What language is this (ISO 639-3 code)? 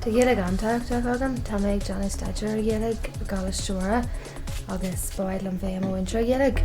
gle